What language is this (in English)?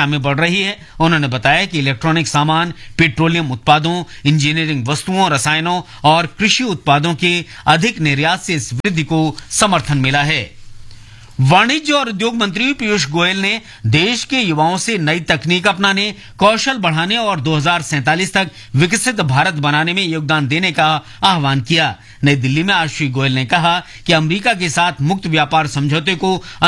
Hindi